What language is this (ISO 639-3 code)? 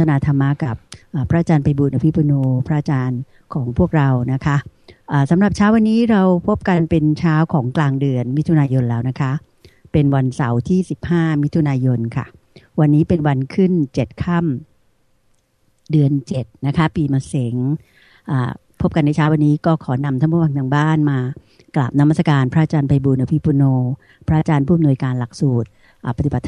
tha